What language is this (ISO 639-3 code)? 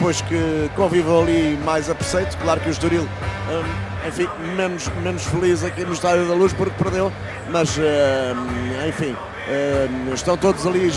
por